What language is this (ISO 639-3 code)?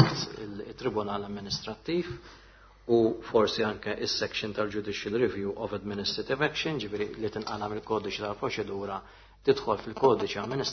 mlt